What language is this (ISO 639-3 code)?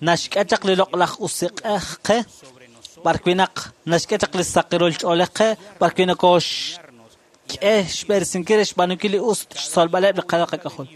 kek